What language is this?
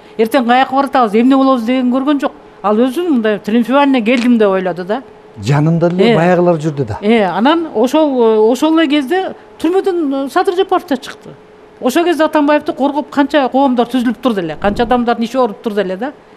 Kyrgyz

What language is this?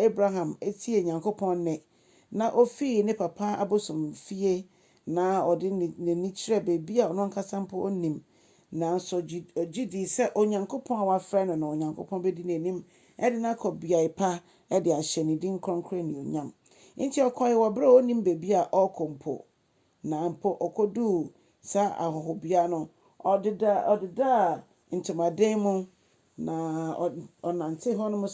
Akan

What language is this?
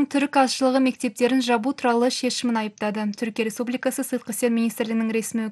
Kazakh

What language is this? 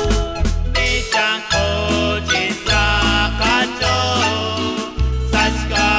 Kekchí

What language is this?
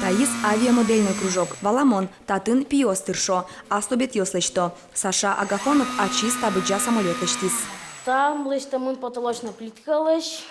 Udmurt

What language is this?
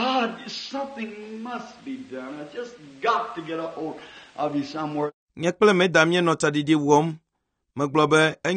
Ewe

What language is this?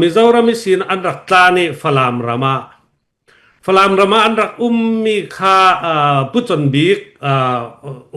Falam Chin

